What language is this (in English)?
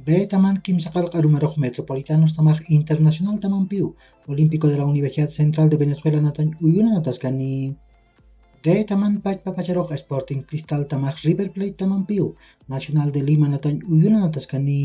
Aymara